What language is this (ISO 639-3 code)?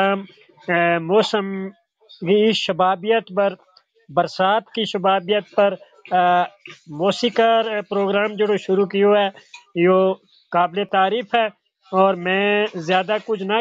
gju